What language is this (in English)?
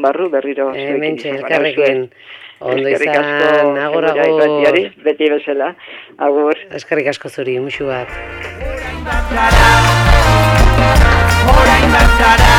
Basque